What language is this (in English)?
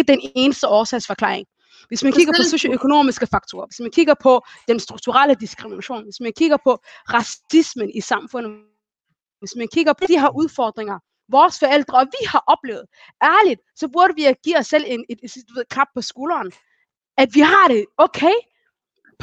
Danish